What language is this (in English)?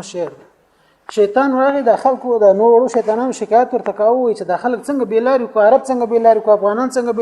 Pashto